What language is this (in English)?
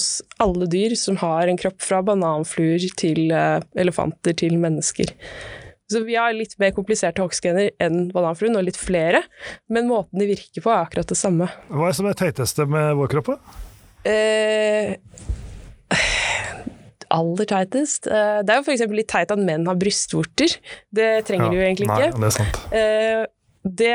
Norwegian